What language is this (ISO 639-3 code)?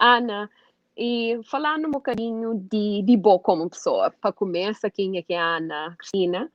kea